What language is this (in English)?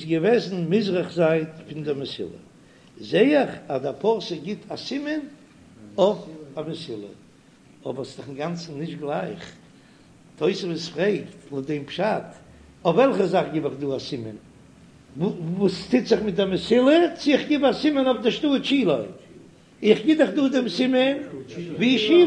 Yiddish